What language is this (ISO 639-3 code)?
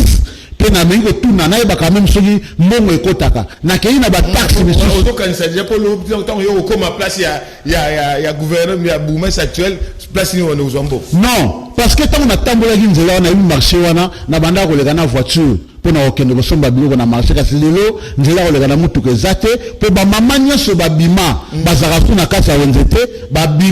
lin